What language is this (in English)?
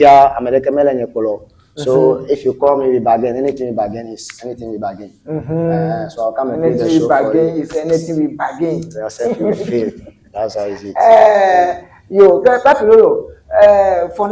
Ewe